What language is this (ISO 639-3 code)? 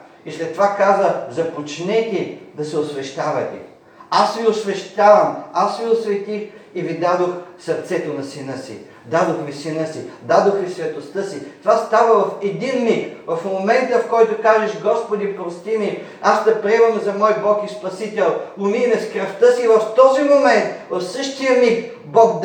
bul